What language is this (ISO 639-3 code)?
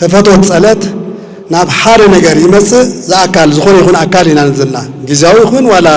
tir